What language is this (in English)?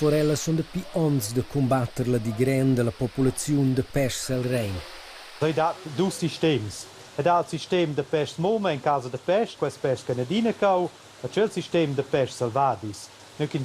Romansh